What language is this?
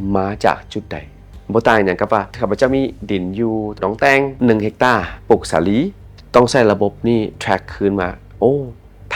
Lao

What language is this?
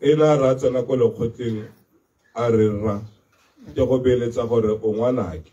Tswana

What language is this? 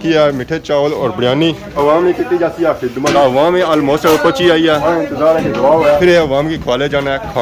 Pahari-Potwari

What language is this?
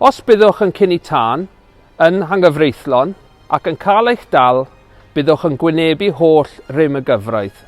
Welsh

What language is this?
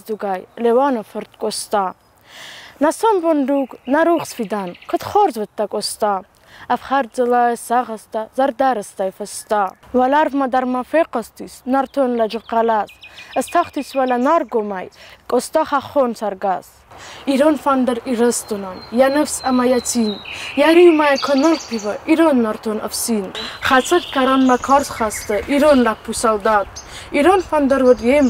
Ossetic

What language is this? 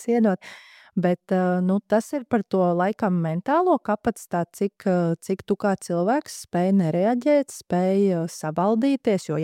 Latvian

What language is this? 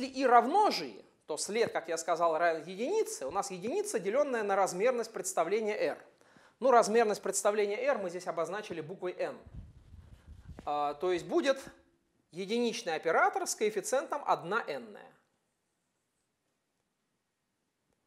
Russian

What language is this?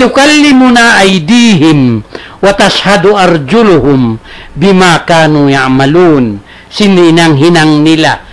Tausug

